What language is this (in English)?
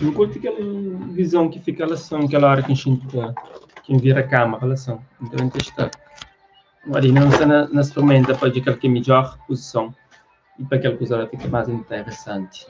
Kabuverdianu